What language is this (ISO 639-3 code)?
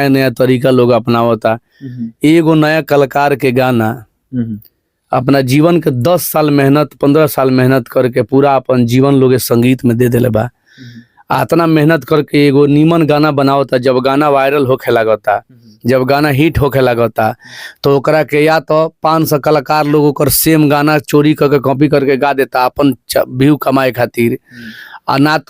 bho